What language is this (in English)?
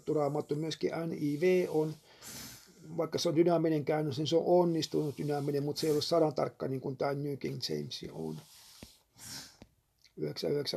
Finnish